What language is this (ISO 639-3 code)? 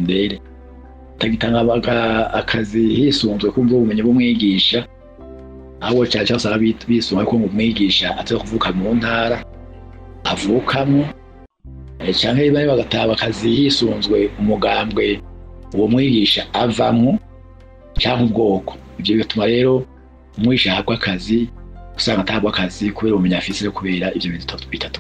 run